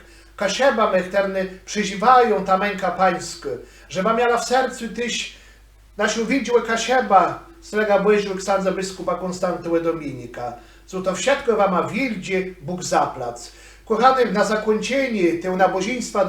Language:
Kashubian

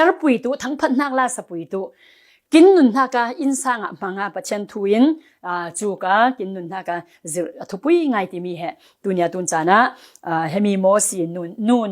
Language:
Falam Chin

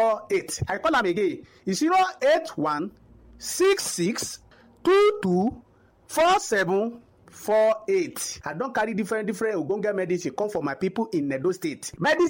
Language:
Nigerian Pidgin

